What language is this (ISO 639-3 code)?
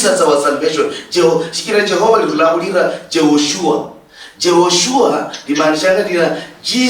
luy